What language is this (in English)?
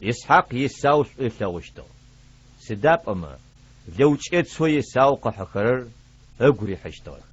Adyghe